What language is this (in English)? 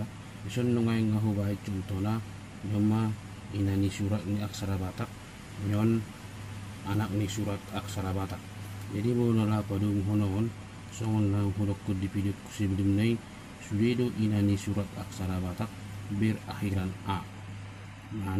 Batak Toba